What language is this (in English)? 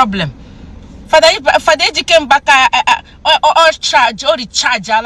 Igbo